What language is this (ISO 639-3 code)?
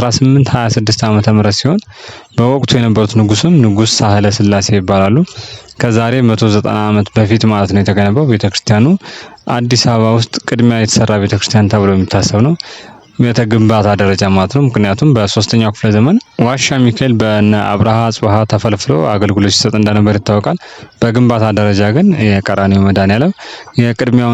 amh